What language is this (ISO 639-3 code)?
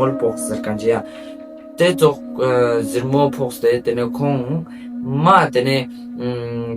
lbj